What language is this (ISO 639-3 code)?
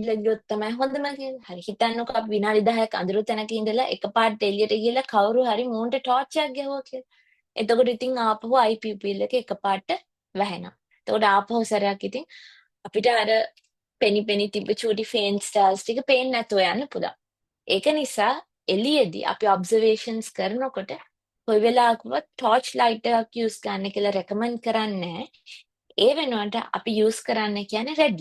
sin